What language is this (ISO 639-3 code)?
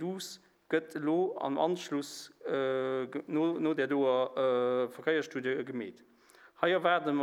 ltz